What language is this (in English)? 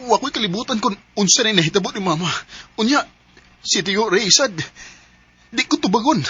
Cebuano